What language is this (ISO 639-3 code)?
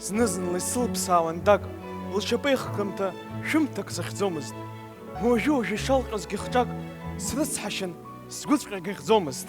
abk